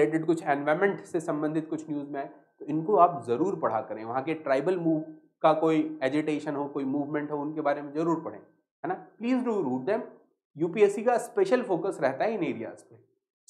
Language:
Hindi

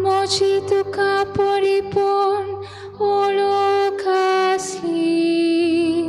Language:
Konkani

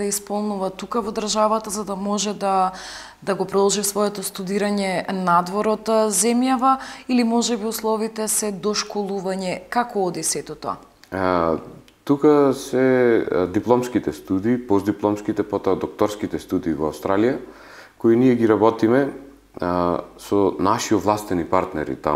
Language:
Macedonian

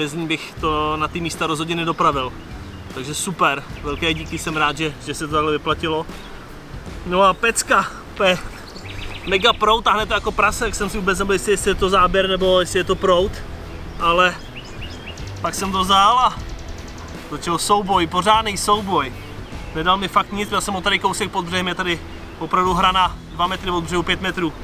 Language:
Czech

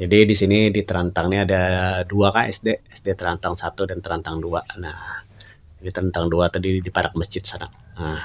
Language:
Banjar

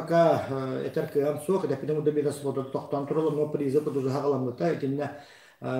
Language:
Yakut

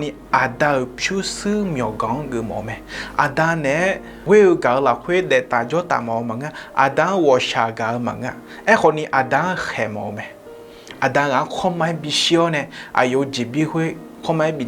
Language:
Akha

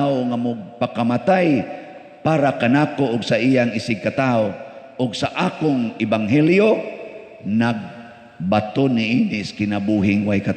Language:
Cebuano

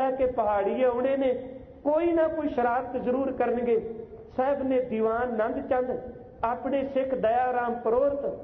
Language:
Punjabi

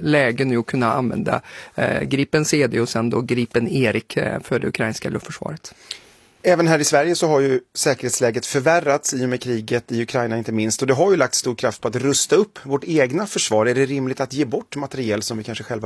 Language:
Swedish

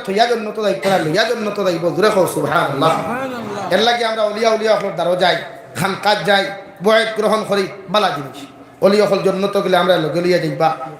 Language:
Sylheti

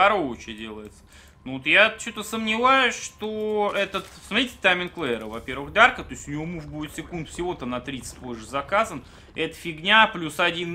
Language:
Russian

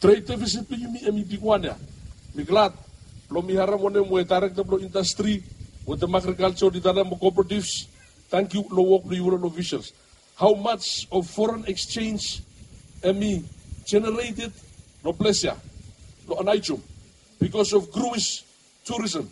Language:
Bislama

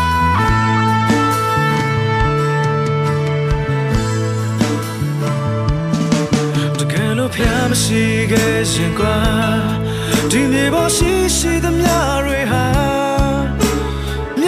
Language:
Burmese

